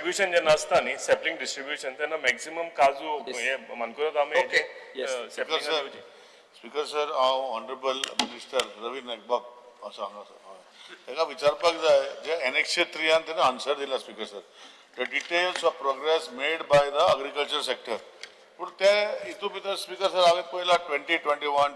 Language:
Konkani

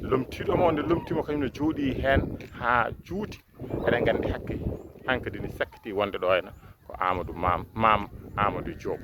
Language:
Fula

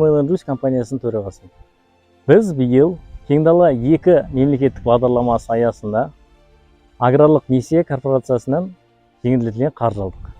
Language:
Kazakh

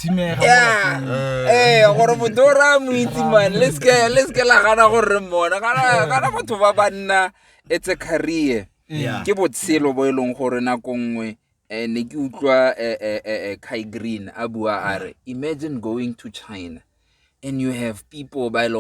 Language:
Tswana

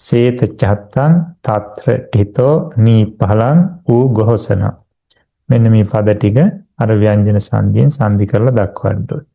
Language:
Sinhala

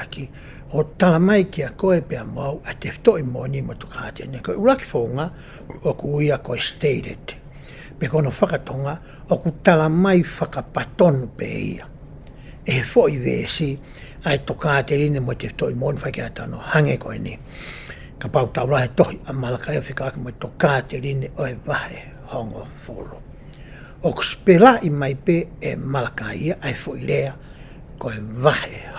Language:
Tongan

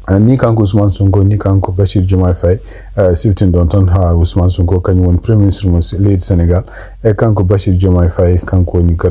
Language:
Fula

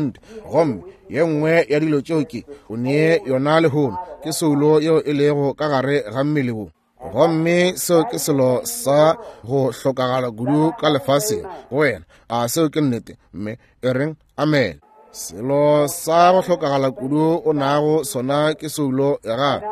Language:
Northern Sotho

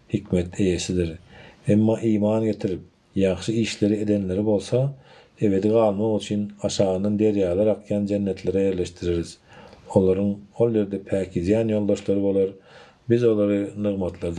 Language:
Turkmen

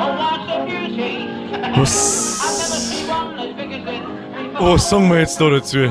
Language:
Bavarian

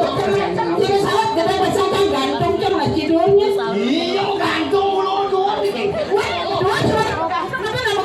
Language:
Balinese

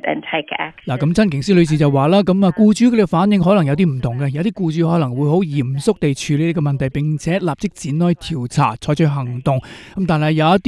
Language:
Cantonese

